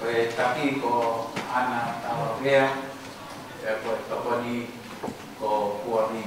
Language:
Tongan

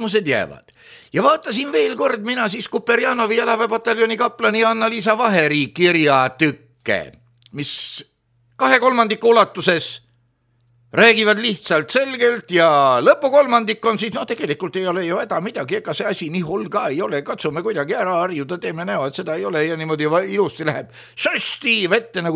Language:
Estonian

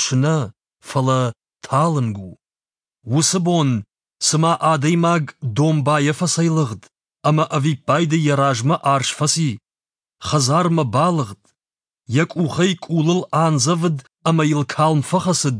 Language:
Ossetic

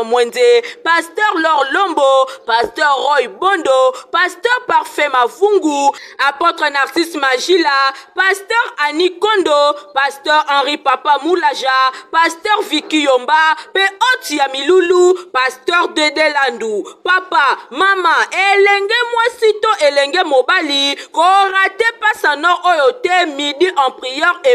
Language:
Lingala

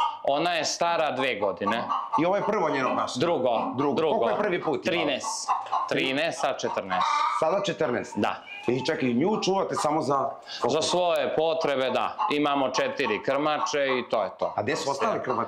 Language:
Serbian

